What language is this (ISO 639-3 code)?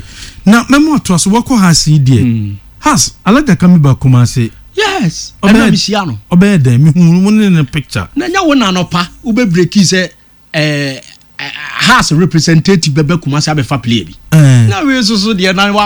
aka